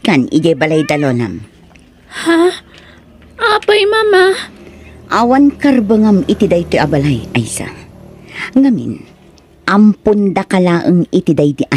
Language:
Iloko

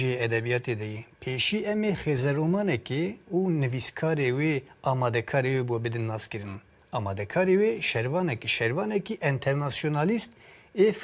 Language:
Kurdish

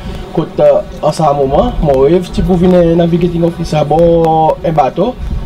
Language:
Seselwa Creole French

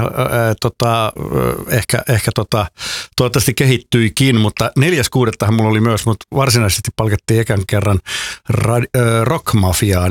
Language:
Finnish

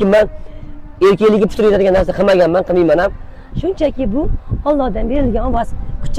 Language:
Uzbek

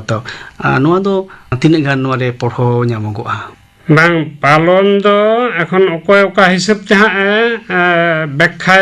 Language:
Santali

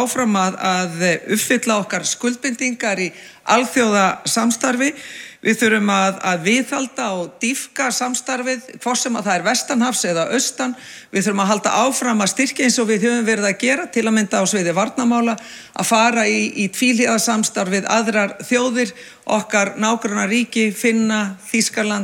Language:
Icelandic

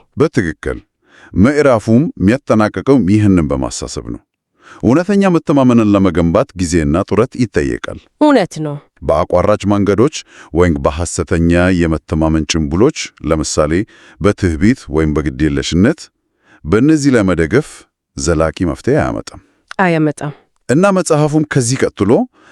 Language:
Amharic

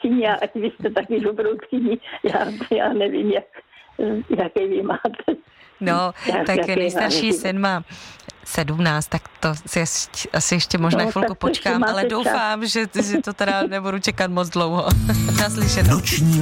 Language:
Czech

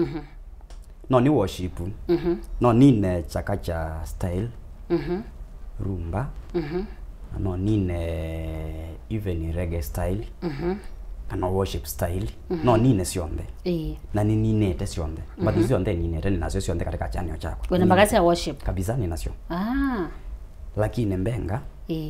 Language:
Kamba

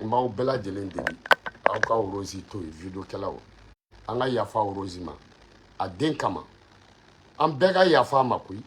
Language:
Bambara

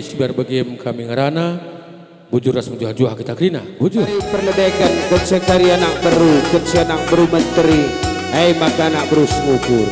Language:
Batak Karo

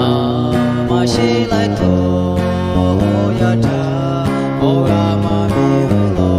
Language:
Lahu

